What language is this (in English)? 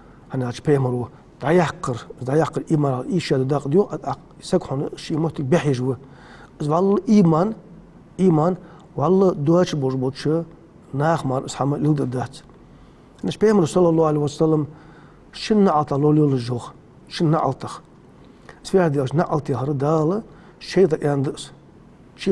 Ingush